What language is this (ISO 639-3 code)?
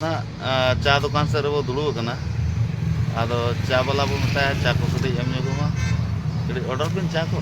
sat